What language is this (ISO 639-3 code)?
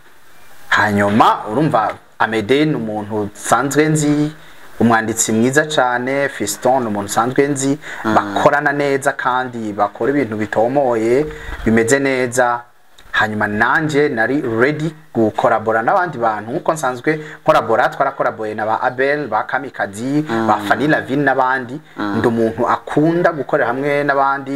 run